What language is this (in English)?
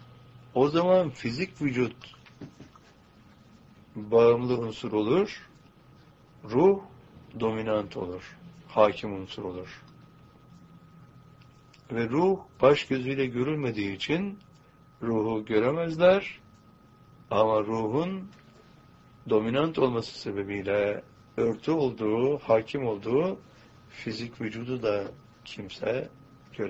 Turkish